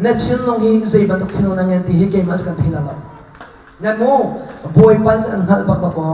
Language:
Hakha Chin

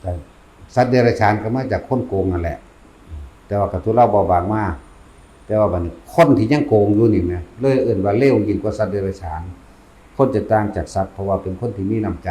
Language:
Northeastern Thai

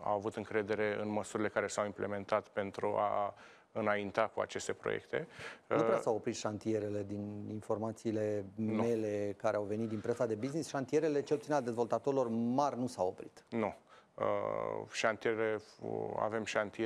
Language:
Romanian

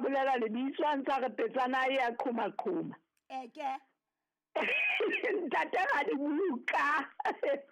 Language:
Southern Sotho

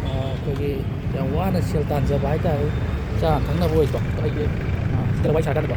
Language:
Manipuri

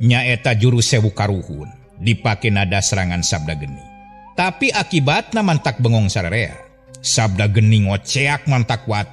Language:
Sundanese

